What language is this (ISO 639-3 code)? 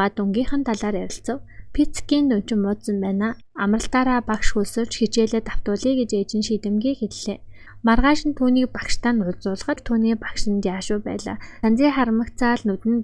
mon